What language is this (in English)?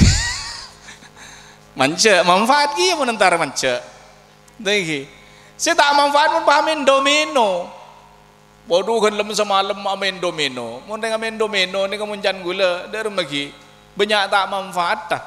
Madurese